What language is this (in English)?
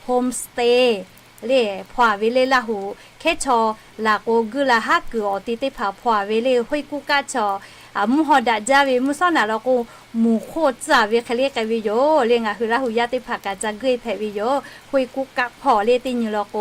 Lahu